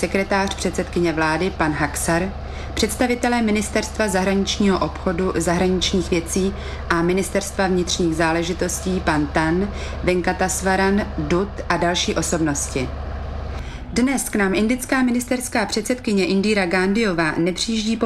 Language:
Czech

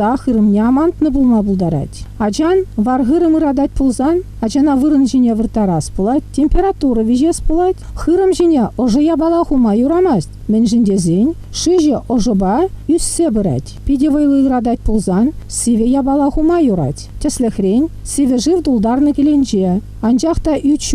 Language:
Chuvash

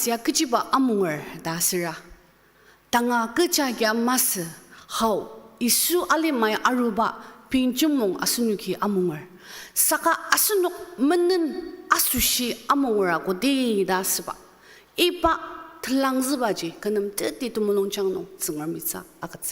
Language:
Ao Naga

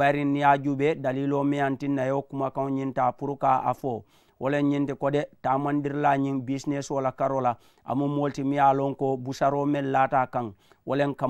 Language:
Mandingo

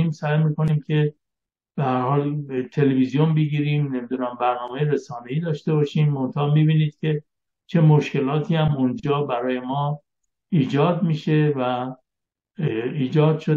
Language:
Persian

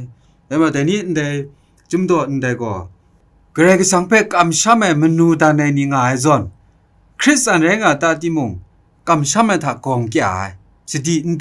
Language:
Kachin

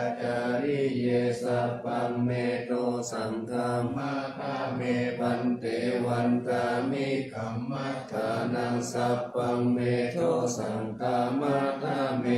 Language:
Pali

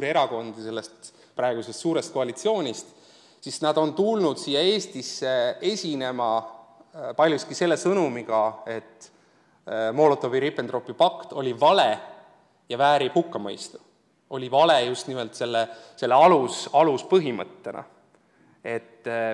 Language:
Estonian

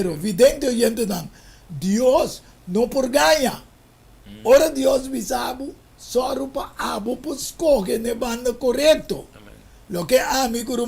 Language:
Papiamento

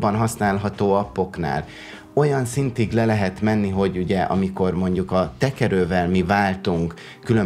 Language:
Hungarian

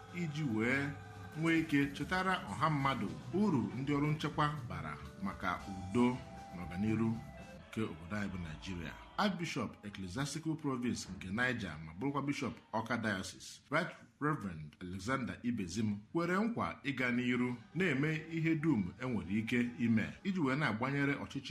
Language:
Igbo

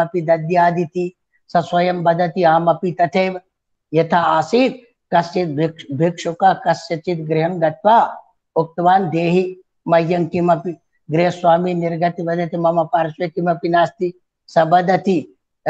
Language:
Sanskrit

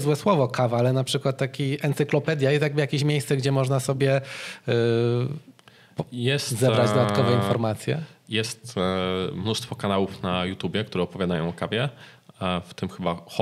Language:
Polish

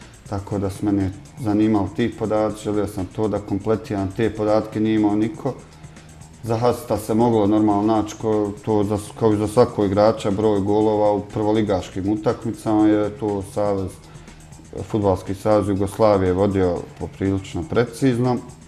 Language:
Bosnian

